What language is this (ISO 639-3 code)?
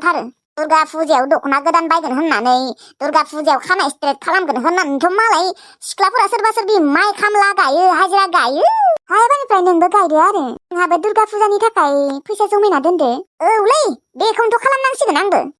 brx